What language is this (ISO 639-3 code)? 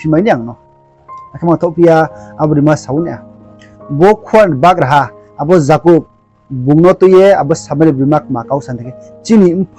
ria